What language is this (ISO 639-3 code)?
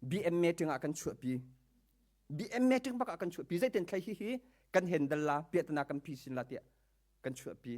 cnh